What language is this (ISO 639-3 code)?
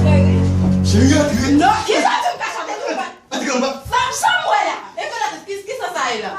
hat